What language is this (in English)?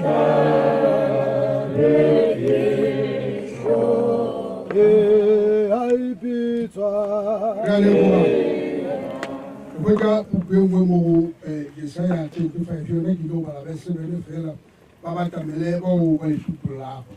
Northern Sotho